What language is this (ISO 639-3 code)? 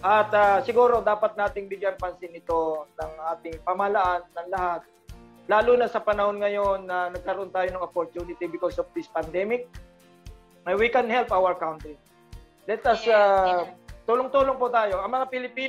fil